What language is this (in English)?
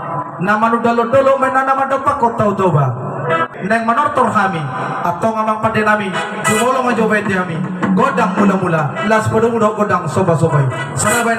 Batak Toba